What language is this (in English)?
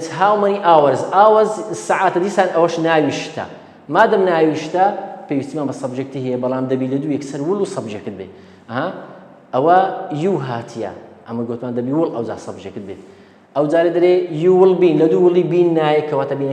Central Kurdish